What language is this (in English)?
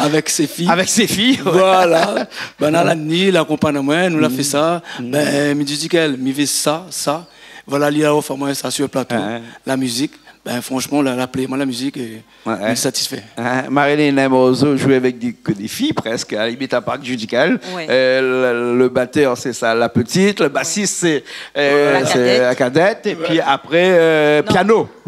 Réunion Creole French